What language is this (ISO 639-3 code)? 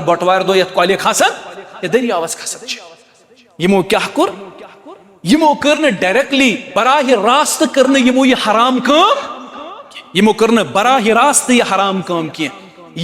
kas